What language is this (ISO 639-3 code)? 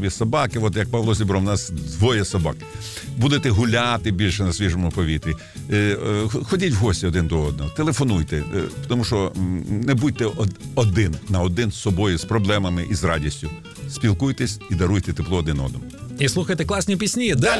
ukr